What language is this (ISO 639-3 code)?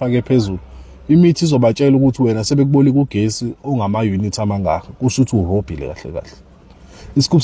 zul